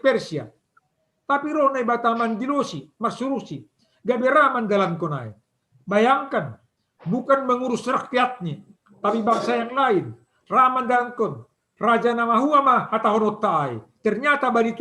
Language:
Batak Simalungun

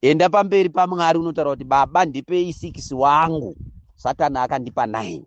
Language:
Shona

